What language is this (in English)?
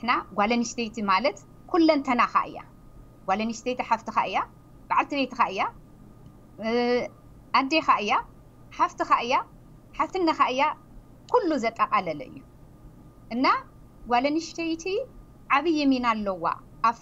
Tigrinya